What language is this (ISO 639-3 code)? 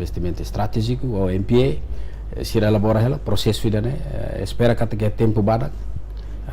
tet